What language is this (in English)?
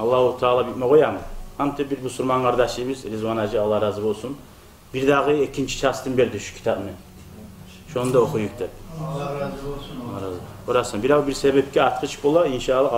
Kumyk